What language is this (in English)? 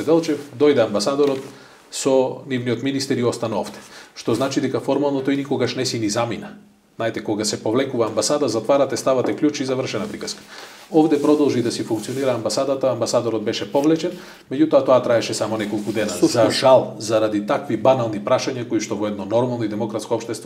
Macedonian